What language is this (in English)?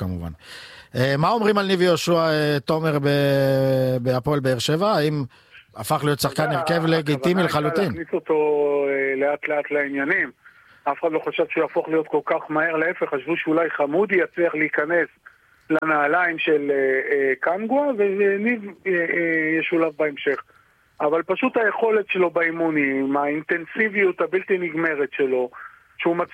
Hebrew